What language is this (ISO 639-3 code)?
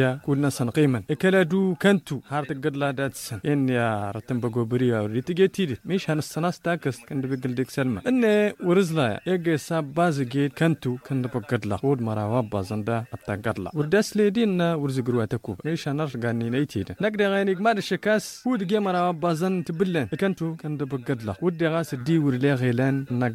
taq